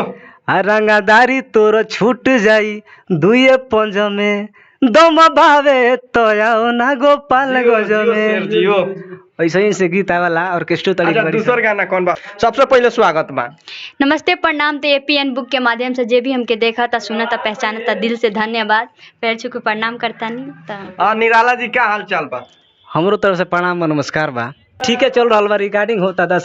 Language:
Bhojpuri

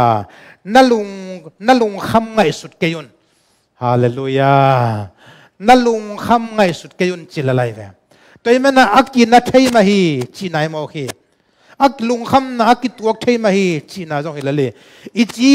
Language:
Tedim Chin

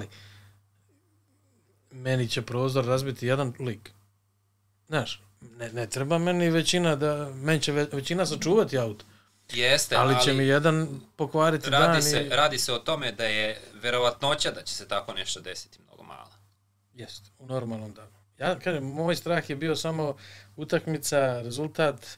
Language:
Serbian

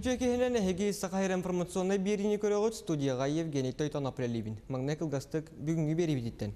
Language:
Yakut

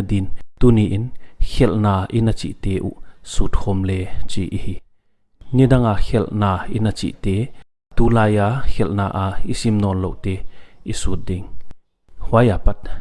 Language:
Paite Chin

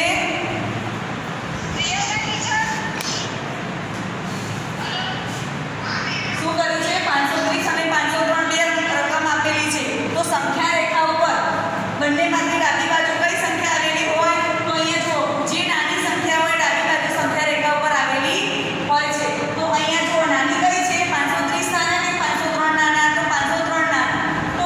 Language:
Gujarati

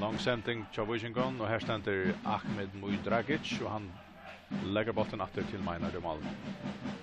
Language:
Faroese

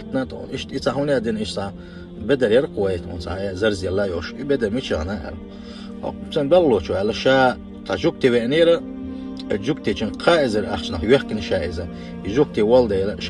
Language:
Chechen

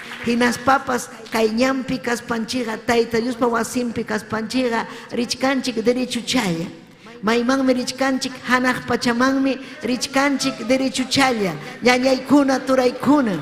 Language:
Ayacucho Quechua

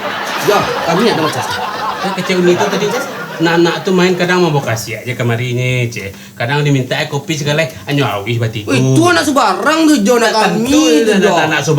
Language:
Minangkabau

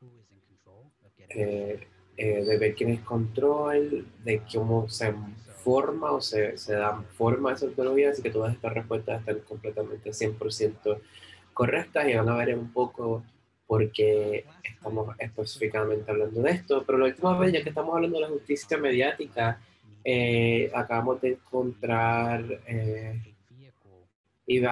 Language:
Spanish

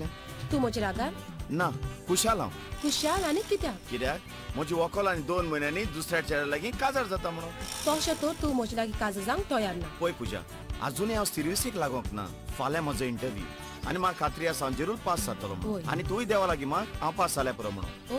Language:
Konkani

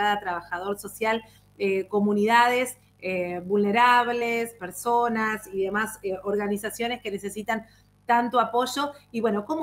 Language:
Spanish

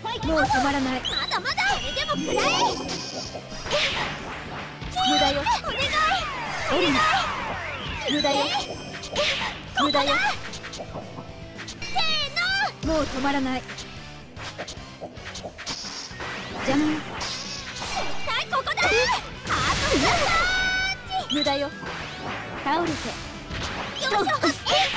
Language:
Japanese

